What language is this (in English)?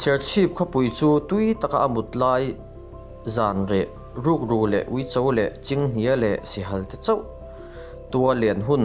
Mizo